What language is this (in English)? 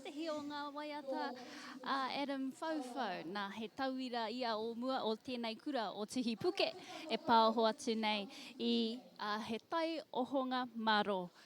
Māori